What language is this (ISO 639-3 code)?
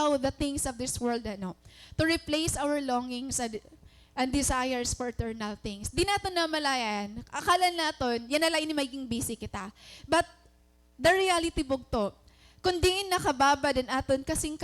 war